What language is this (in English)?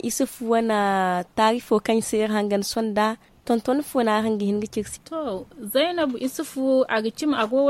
Zarma